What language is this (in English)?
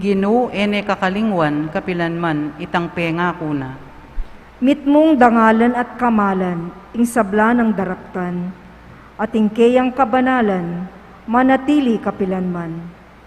Pampanga